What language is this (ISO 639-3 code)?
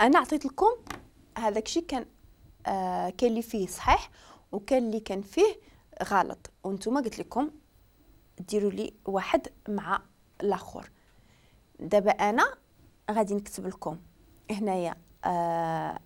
ary